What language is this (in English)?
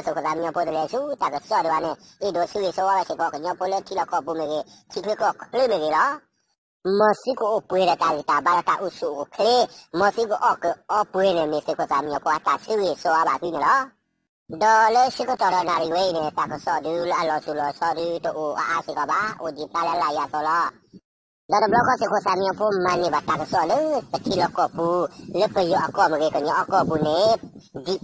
S'gaw Karen